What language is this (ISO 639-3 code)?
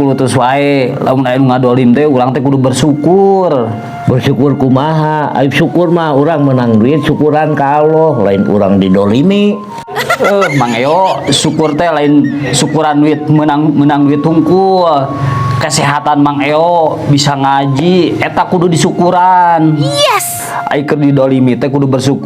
sun